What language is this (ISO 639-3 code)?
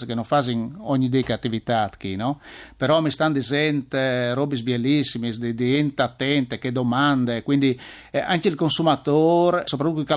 fur